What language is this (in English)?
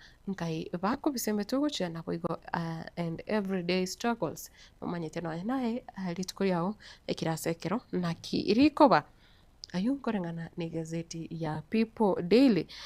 Gusii